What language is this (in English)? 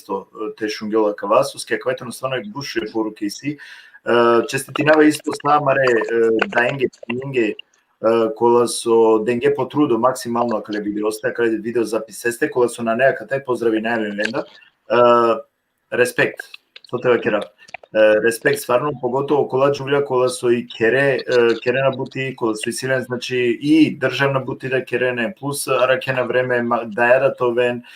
Balkan Romani